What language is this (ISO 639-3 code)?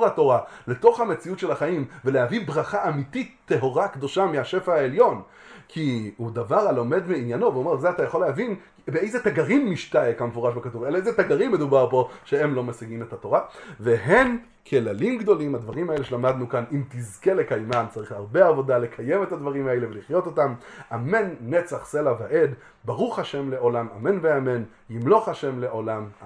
heb